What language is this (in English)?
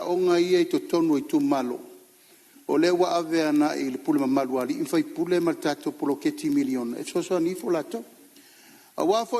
Samoan